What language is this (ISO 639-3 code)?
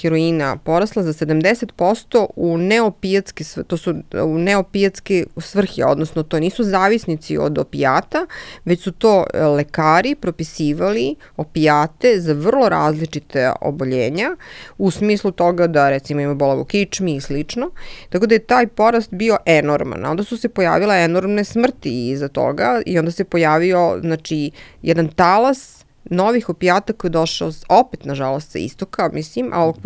srp